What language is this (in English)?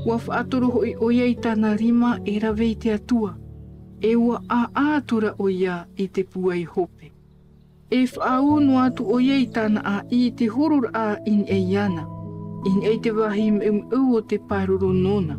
Tahitian